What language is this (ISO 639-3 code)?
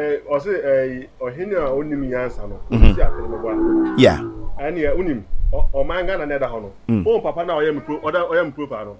aka